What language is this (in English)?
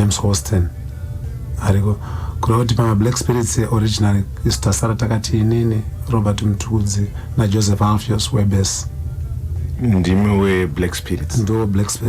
Shona